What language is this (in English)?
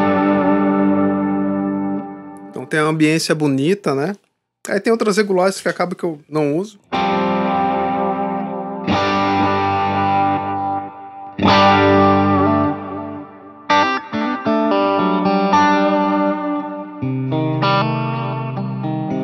Portuguese